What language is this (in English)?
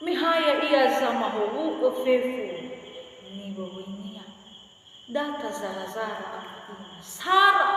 Nias